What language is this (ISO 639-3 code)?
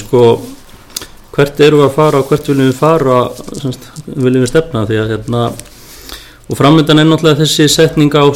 isl